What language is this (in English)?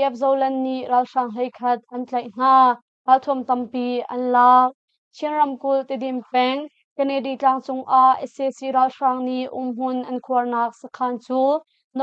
Hakha Chin